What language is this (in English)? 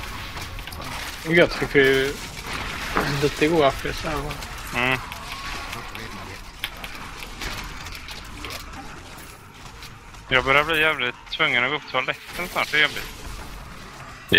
Swedish